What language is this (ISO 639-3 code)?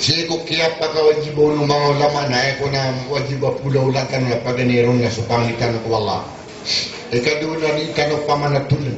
mrw